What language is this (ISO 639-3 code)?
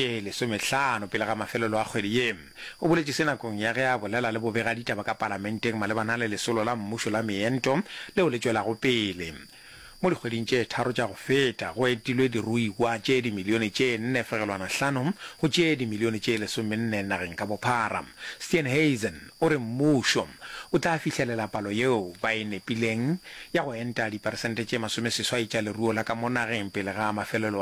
nso